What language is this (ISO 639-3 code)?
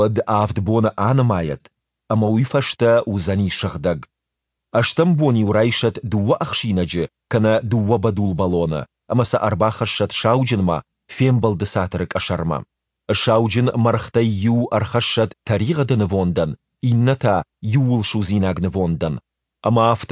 oss